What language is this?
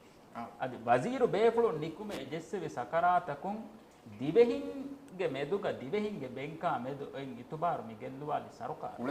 Divehi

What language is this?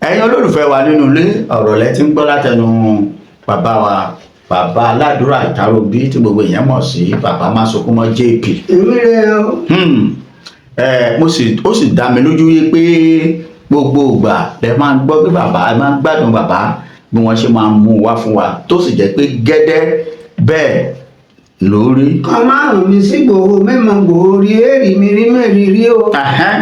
Yoruba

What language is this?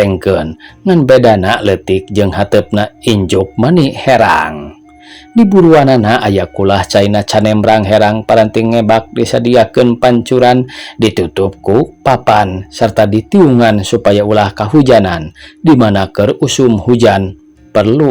Sundanese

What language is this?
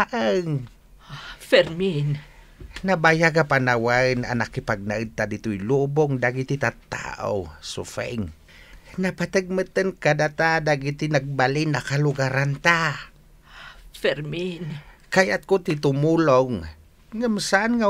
Iloko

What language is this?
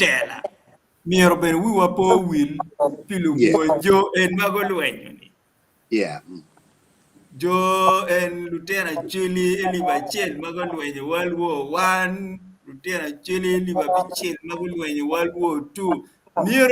Acoli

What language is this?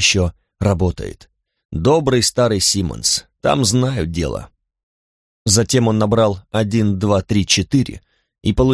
Russian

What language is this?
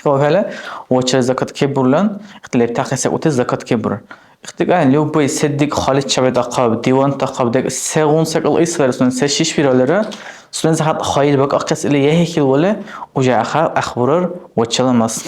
Dargwa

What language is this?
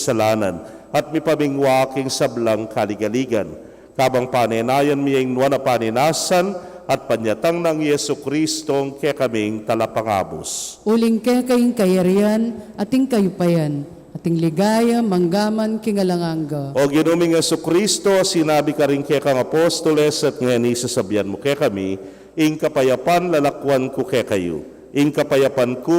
Pampanga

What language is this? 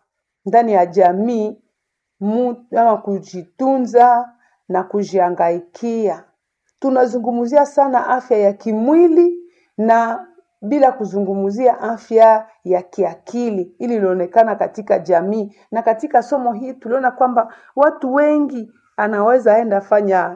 Swahili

